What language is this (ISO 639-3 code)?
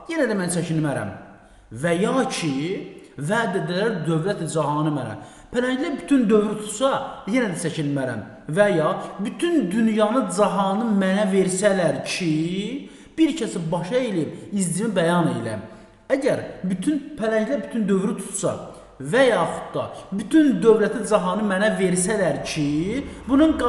aze